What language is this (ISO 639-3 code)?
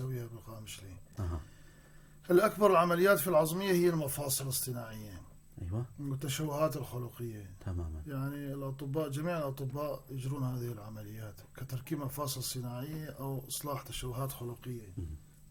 apc